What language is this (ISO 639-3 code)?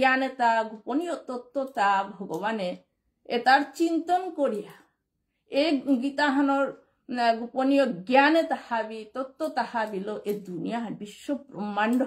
bpy